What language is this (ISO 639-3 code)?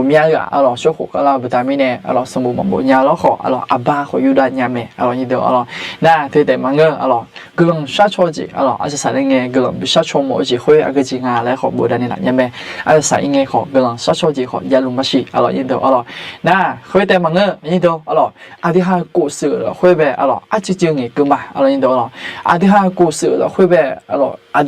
ahk